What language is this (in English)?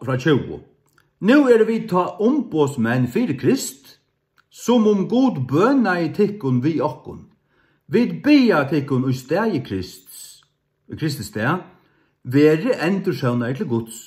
Faroese